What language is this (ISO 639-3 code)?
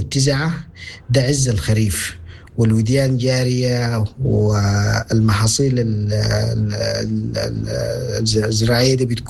apd